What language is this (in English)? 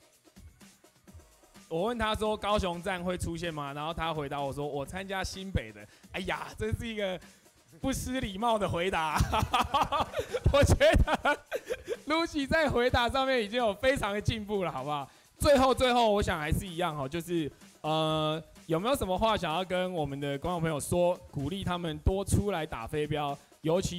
Chinese